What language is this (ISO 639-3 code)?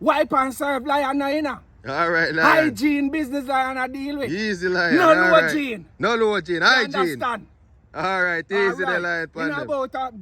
jam